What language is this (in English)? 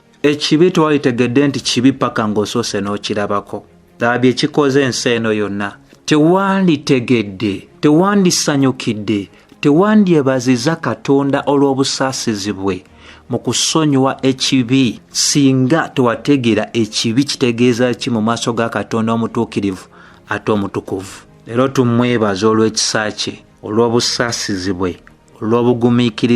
Ganda